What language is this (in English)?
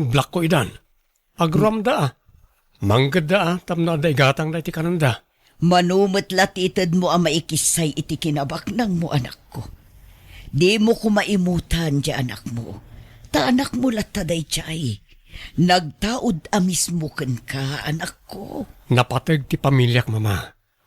Iloko